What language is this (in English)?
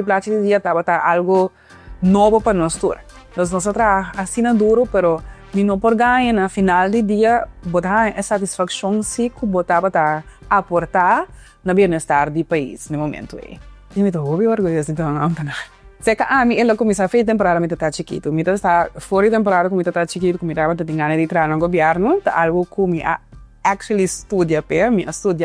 Papiamento